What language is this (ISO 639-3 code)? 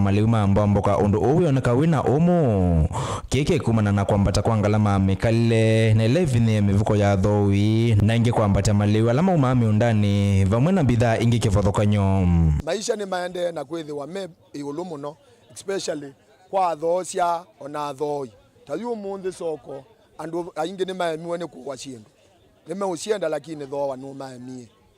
kam